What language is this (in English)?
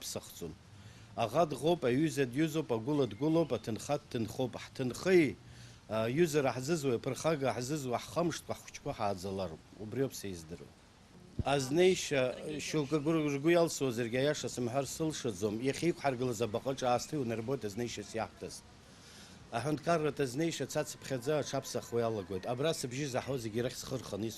Abkhazian